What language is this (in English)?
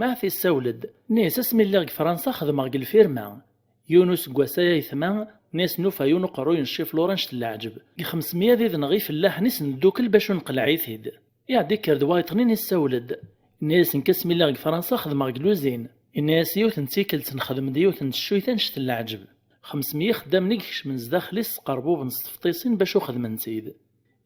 Kabyle